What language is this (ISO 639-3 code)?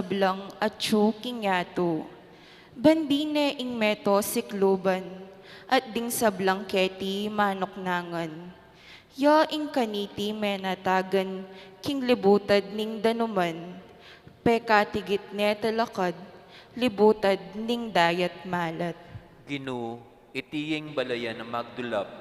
pam